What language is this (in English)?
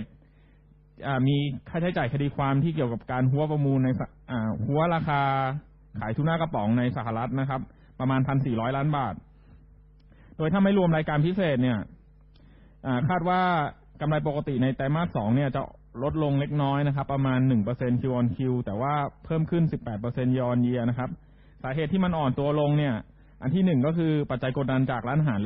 Thai